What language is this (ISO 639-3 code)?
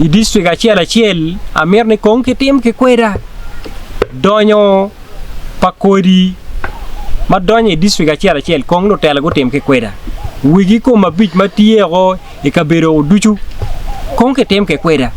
ach